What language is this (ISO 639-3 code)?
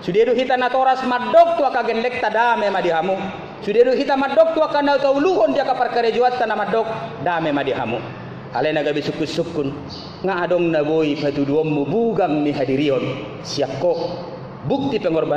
bbc